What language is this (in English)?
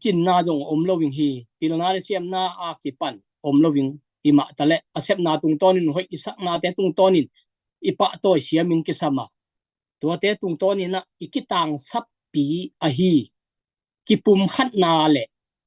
Tedim Chin